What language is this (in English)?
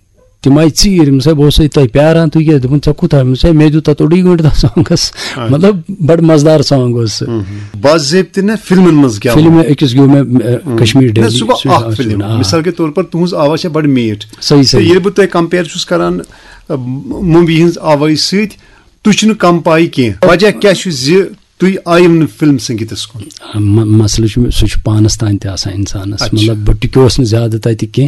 Kashmiri